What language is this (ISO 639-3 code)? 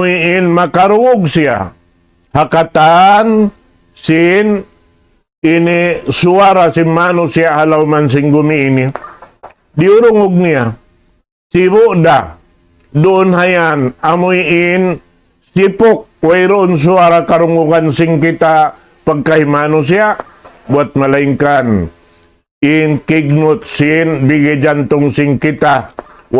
tsg